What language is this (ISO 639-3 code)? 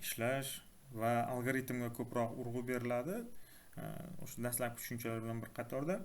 uzb